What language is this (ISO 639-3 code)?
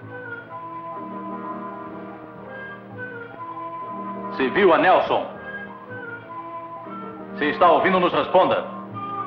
por